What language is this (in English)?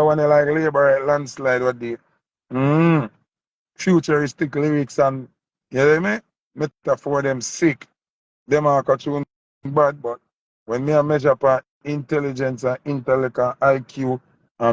Jamaican Creole English